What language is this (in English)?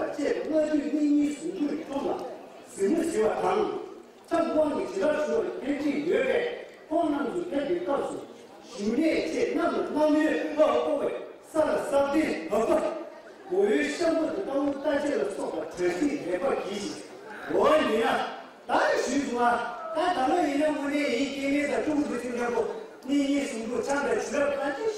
Tibetan